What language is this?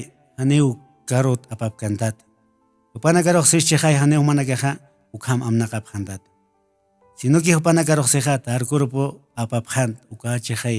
Aymara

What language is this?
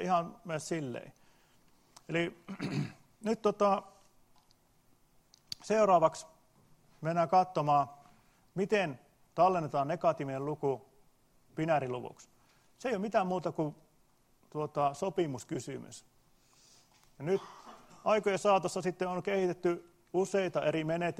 Finnish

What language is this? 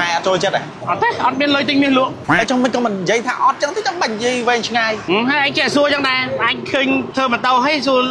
Khmer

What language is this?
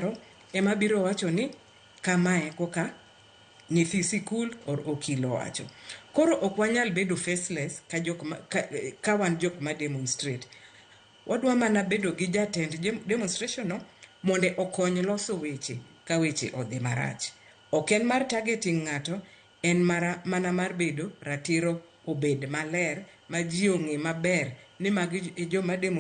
Luo (Kenya and Tanzania)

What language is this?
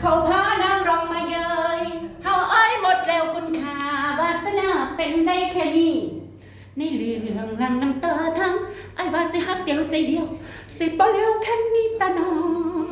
Northeastern Thai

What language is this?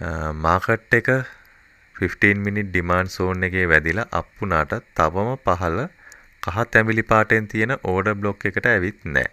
Sinhala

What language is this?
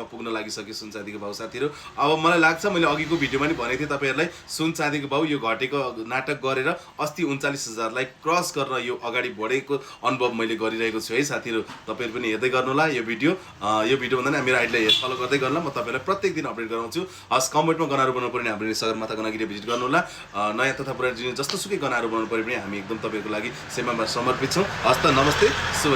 Nepali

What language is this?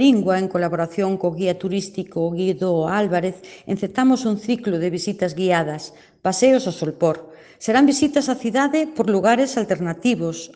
Galician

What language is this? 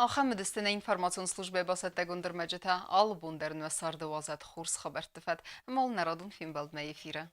Ossetic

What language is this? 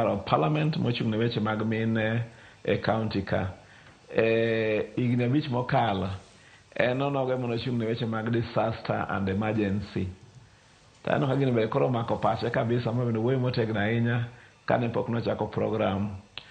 Luo (Kenya and Tanzania)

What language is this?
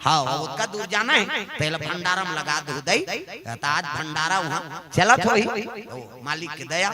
Chhattisgarhi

